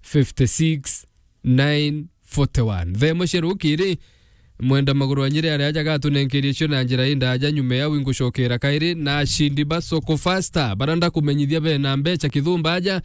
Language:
Meru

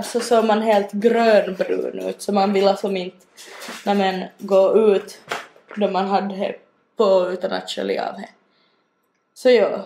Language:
Swedish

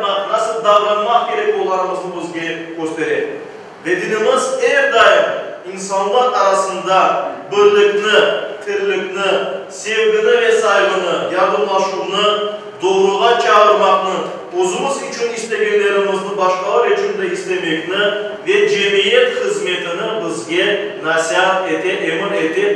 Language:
Crimean Tatar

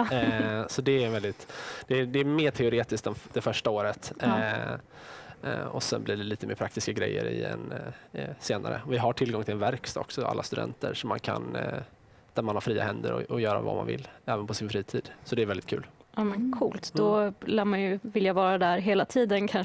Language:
Swedish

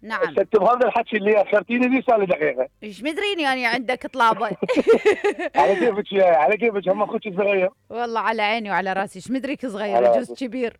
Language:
Mesopotamian Arabic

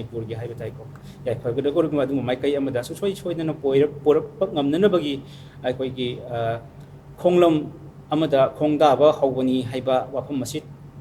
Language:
Manipuri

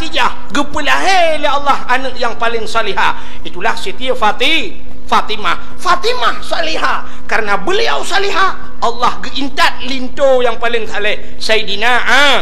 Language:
Achinese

